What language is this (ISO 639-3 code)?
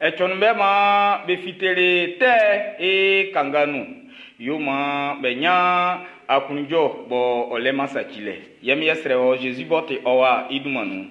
bci